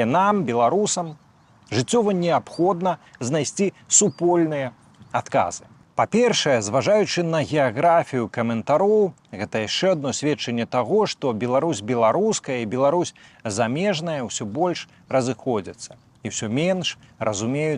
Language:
Belarusian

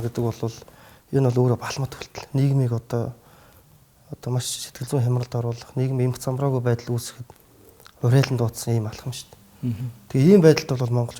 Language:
Mongolian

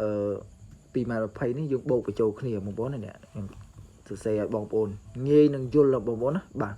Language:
Khmer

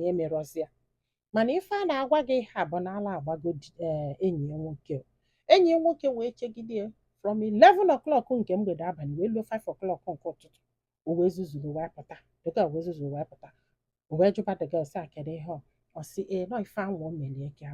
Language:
Igbo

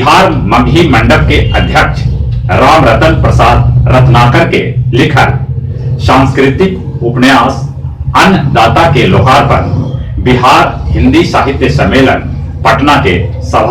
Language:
Magahi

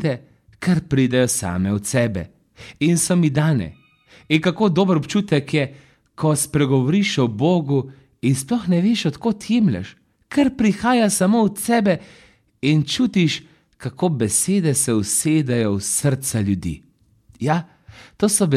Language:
Slovenian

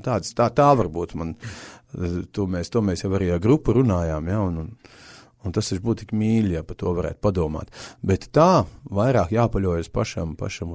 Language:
Latvian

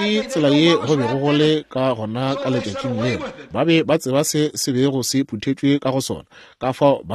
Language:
Northern Sotho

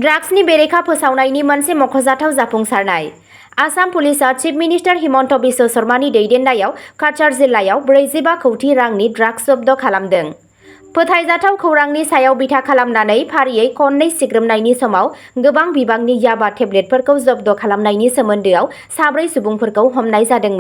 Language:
Bodo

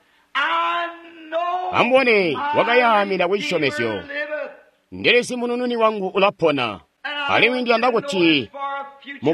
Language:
Tonga (Zambia)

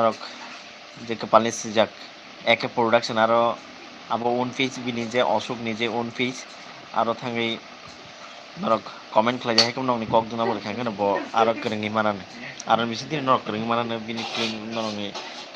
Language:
Kok Borok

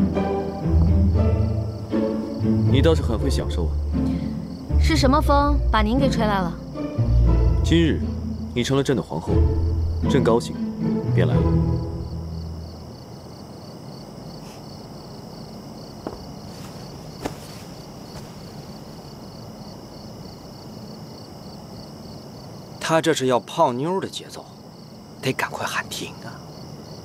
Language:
Chinese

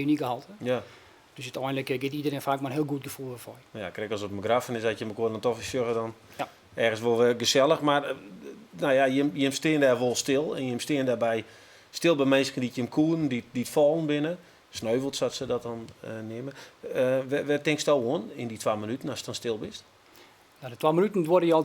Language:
Western Frisian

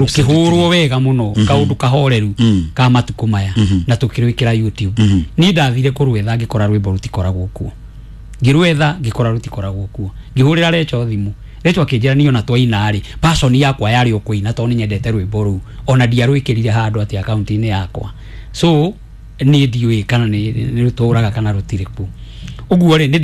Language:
Kikuyu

